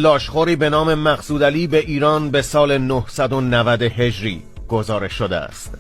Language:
Persian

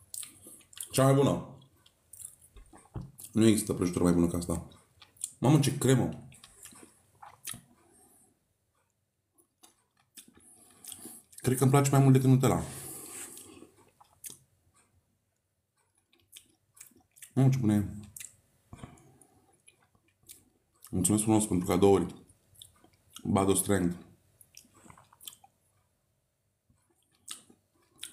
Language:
Romanian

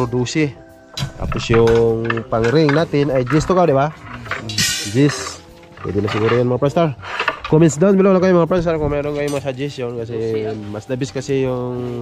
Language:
Filipino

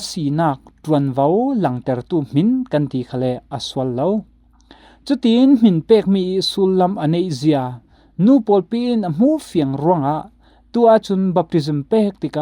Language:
Falam Chin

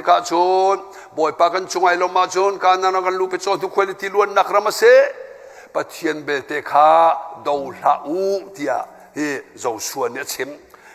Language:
Hakha Chin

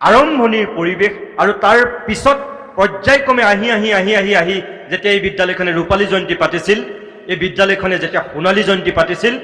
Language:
Assamese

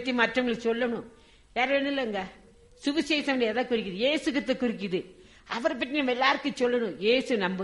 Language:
Tamil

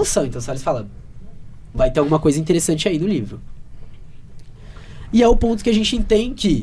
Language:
Portuguese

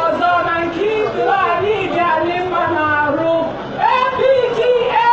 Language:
Igbo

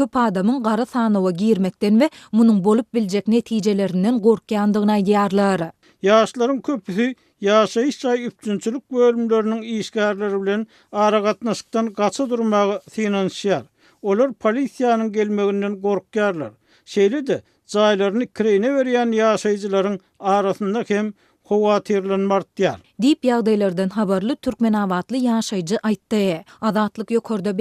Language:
Turkmen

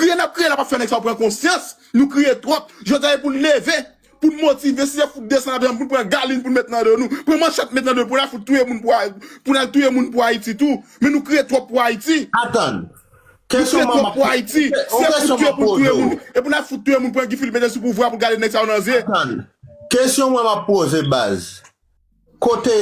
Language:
Haitian Creole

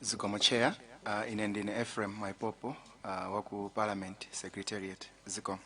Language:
Nyanja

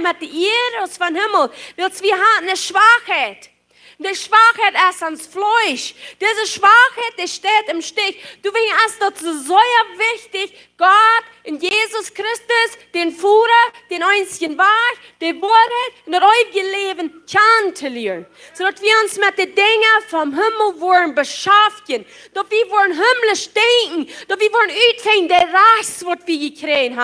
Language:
Plautdietsch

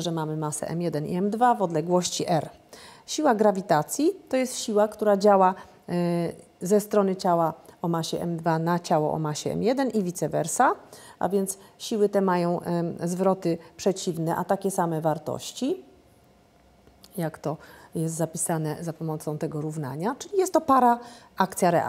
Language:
Polish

